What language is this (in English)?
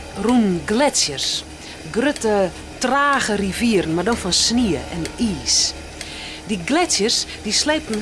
Western Frisian